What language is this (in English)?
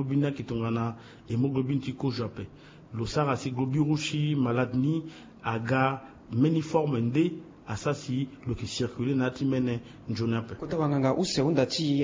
Sango